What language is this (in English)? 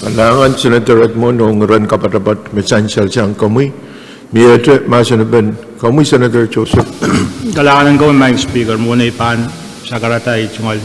Pohnpeian